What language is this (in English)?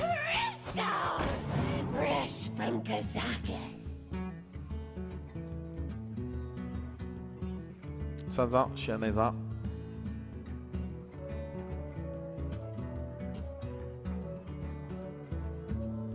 Chinese